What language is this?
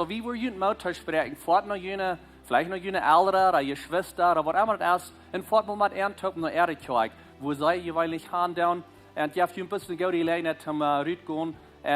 Plautdietsch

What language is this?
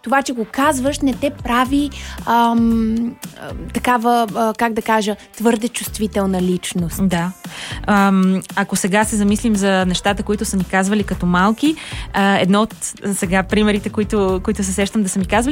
Bulgarian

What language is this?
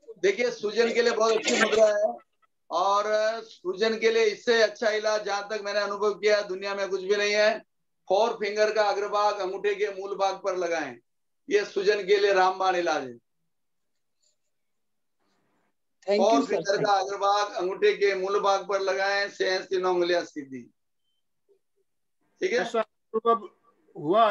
Hindi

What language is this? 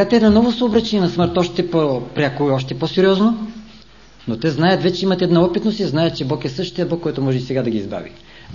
Bulgarian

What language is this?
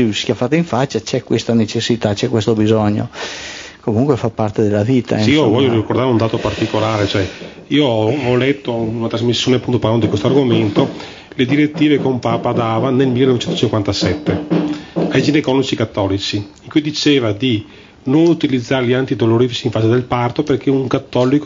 Italian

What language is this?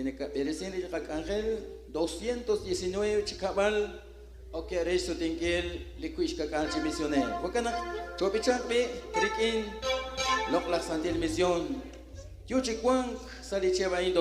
Kekchí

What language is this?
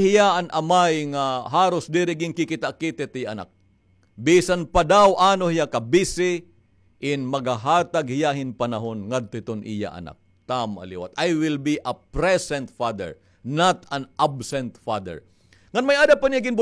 Waray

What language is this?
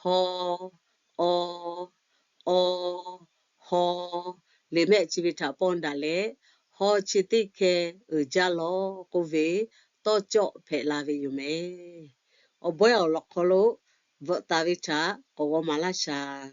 Lahu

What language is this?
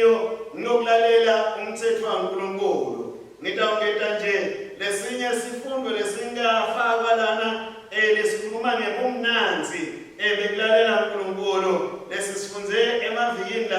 Swati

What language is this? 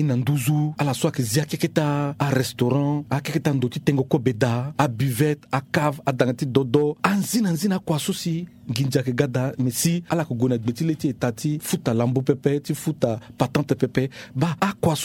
Sango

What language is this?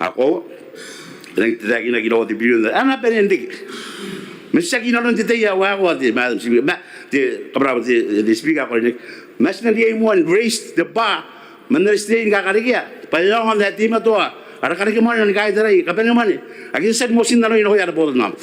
Gilbertese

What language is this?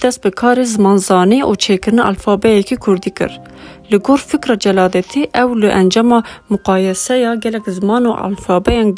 Kurdish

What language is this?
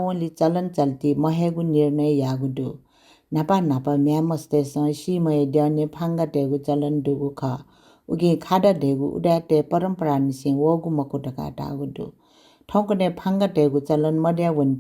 Newari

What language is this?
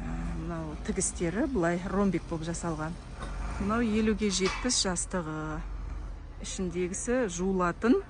Kazakh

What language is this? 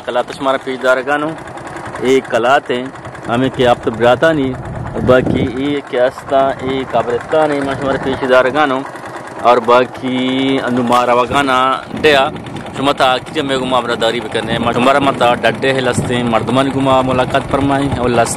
Eastern Balochi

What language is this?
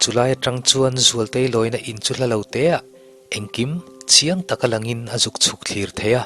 Mizo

